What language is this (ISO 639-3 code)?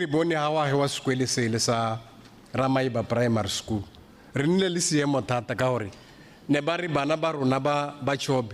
tsn